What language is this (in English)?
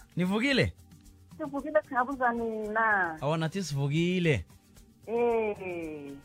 South Ndebele